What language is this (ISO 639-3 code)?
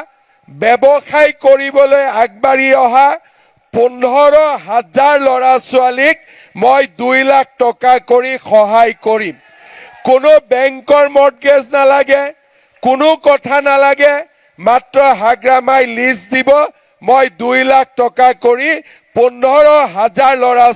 asm